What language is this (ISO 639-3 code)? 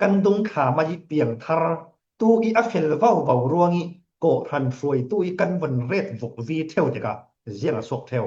cfm